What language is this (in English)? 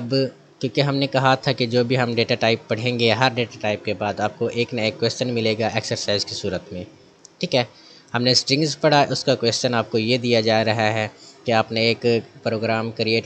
Hindi